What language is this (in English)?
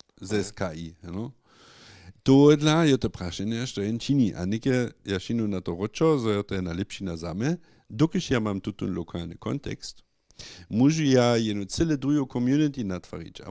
Upper Sorbian